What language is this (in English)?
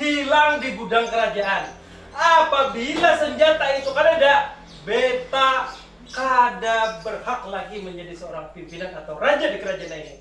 Banjar